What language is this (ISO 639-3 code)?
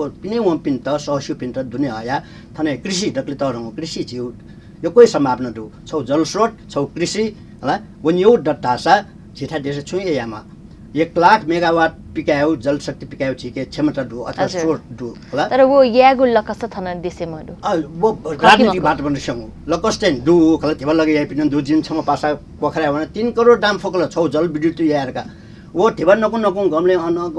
new